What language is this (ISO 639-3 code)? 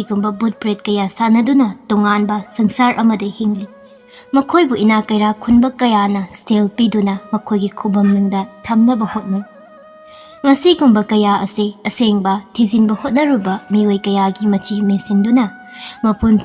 mni